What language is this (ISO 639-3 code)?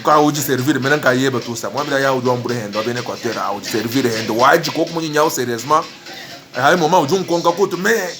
lua